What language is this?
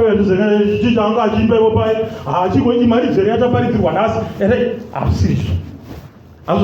Shona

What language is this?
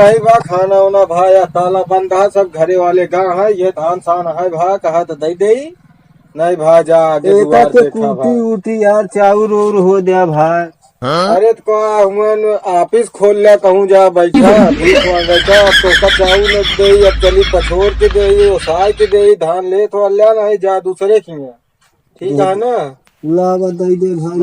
Awadhi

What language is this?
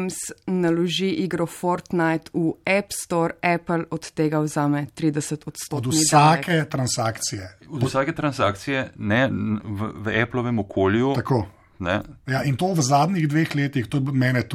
Slovenian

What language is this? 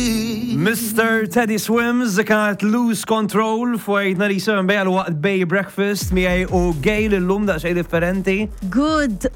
Maltese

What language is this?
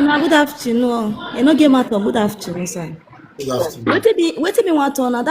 Nigerian Pidgin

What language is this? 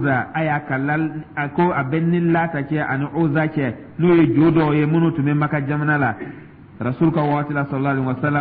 Dyula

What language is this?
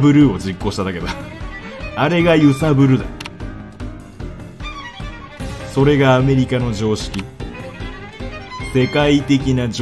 Japanese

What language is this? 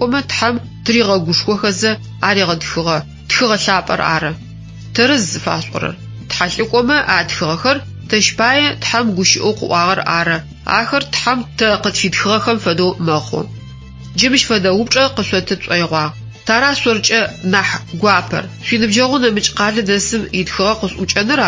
Adyghe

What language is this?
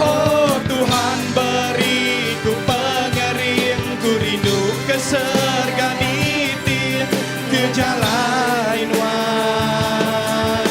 Iban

